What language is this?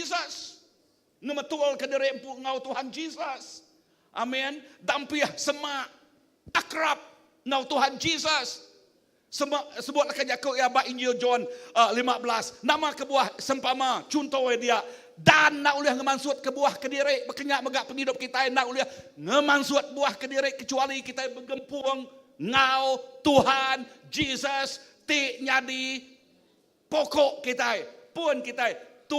Iban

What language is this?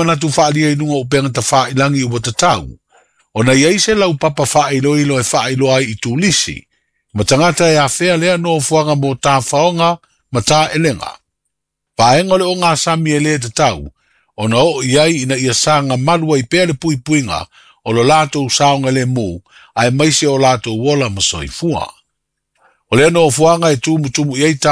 Samoan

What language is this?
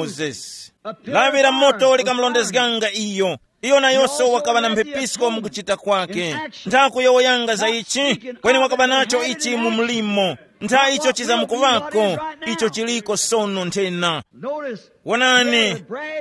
Tumbuka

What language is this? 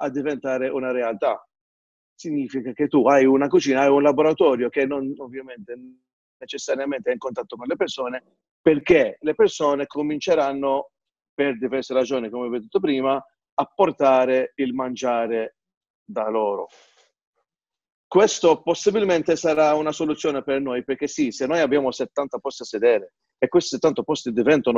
Italian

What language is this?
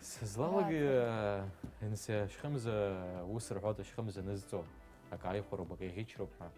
Abkhazian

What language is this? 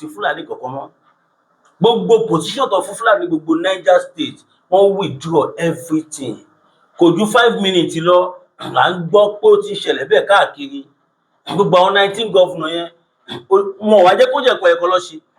Yoruba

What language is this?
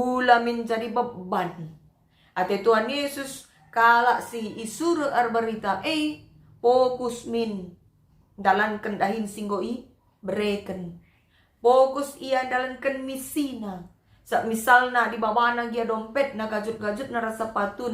Batak Karo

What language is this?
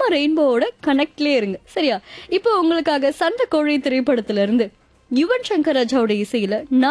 Tamil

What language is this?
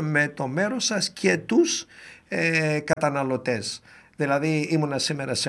Greek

